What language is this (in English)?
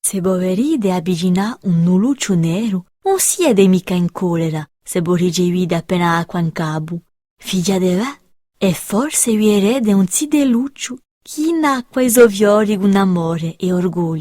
Corsican